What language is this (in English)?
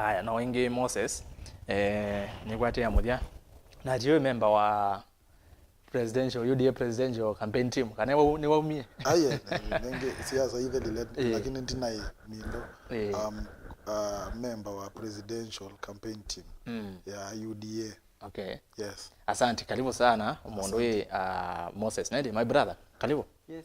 Kamba